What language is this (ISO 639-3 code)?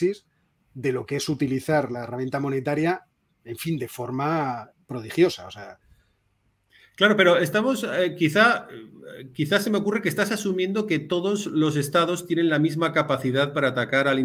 spa